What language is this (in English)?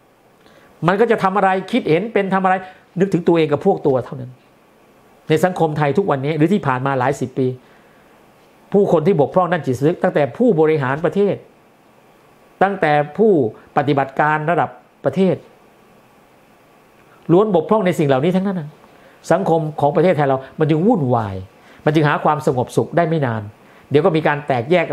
Thai